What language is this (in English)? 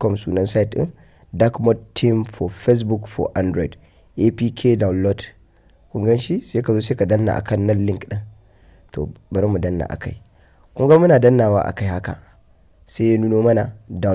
Hausa